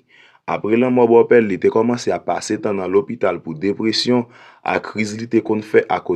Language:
Haitian Creole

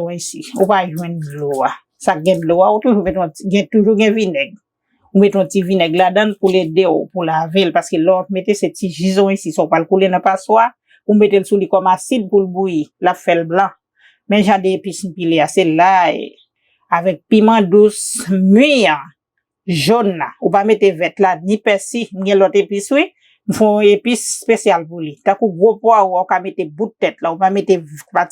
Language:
Haitian Creole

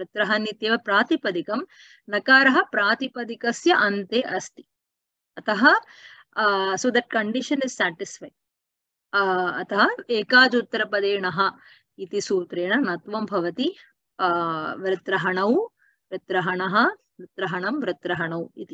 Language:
Sanskrit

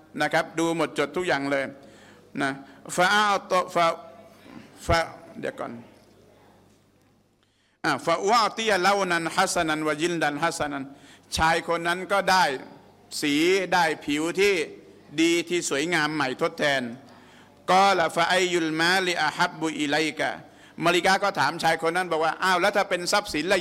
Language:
Thai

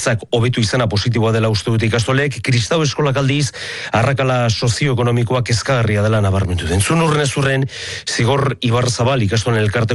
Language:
Basque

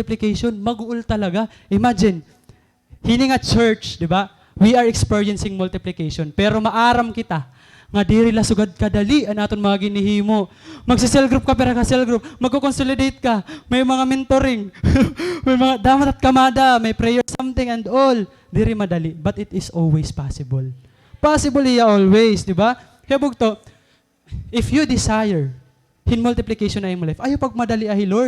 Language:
Waray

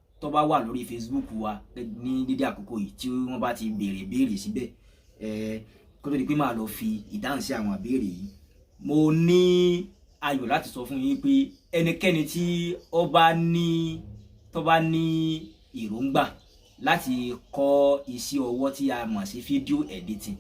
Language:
Yoruba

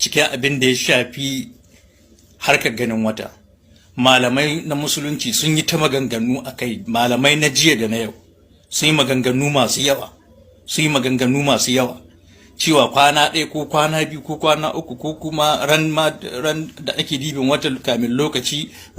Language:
Hausa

